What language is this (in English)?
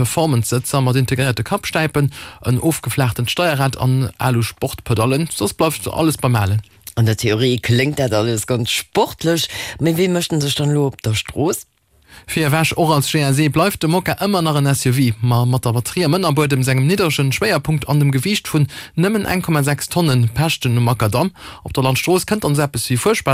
Luxembourgish